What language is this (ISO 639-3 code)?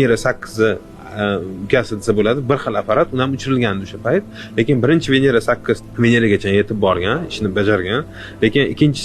uzb